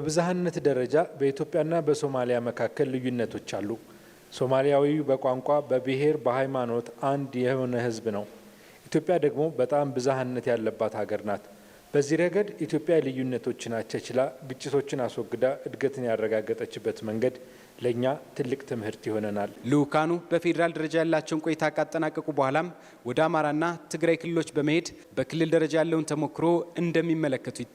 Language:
Amharic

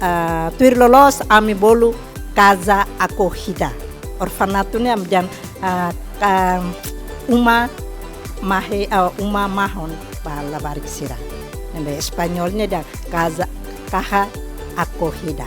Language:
Tetum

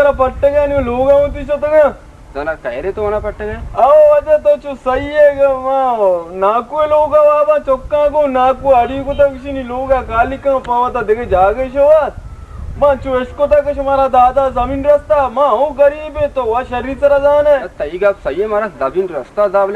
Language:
Baluchi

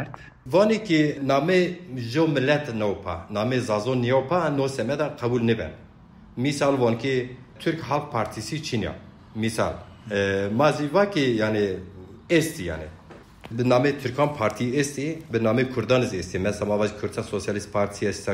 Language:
Zaza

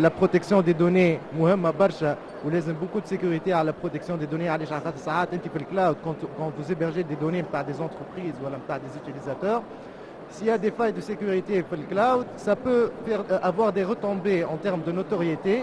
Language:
Tunisian Arabic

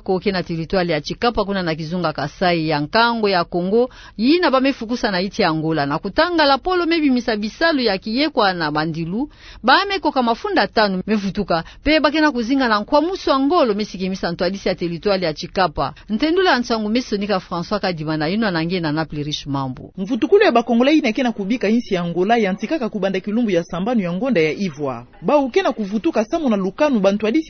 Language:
Kituba (Democratic Republic of Congo)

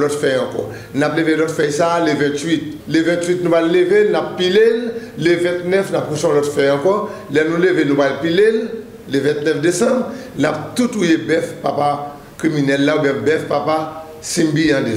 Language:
Haitian Creole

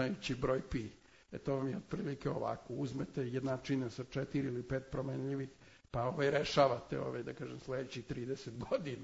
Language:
Serbian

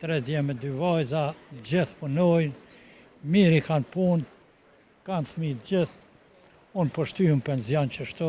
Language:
Albanian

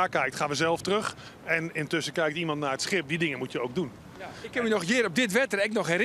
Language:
Western Frisian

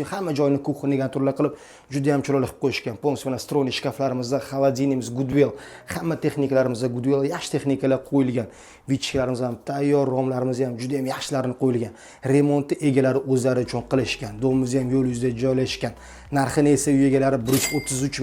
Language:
Uzbek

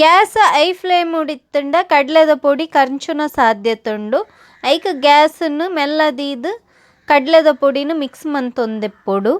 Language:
Tulu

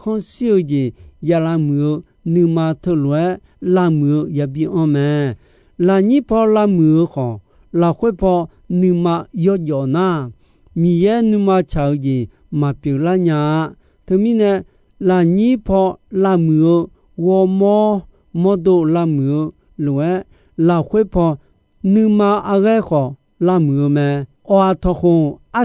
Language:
Akha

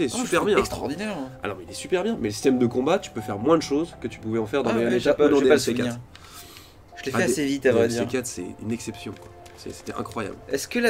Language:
French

